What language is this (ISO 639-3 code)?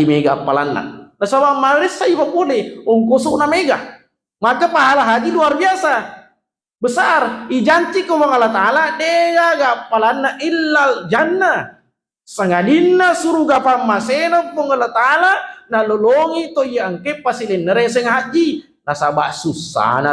bug